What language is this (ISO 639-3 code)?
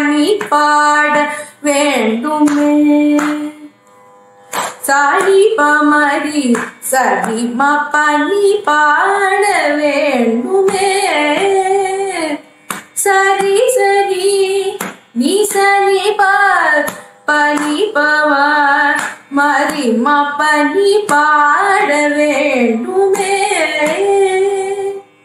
tam